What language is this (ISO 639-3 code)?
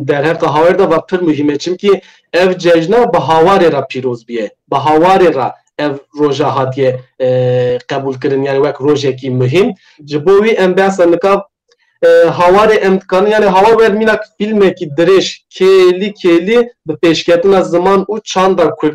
kur